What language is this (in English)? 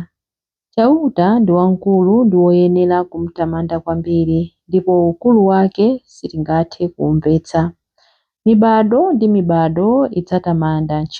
Nyanja